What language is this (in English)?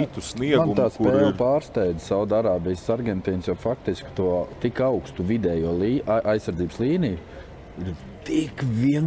Latvian